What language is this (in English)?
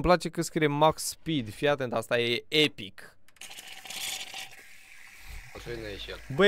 Romanian